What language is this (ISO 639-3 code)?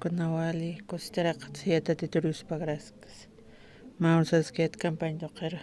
aym